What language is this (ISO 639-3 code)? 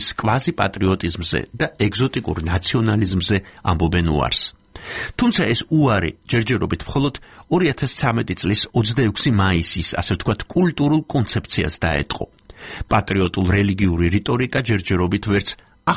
kat